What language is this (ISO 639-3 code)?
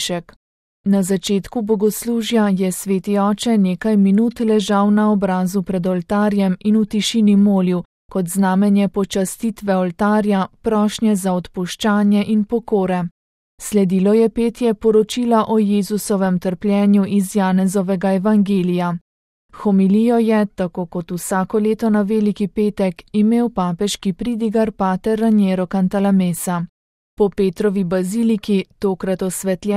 slv